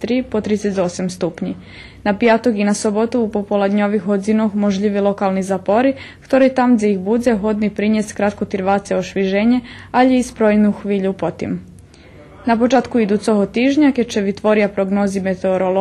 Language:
Rusyn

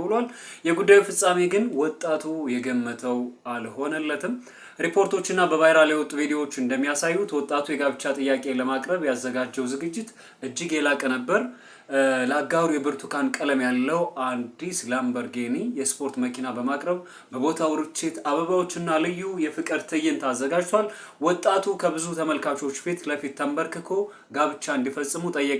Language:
Amharic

